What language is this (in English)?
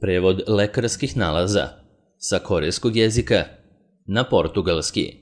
Serbian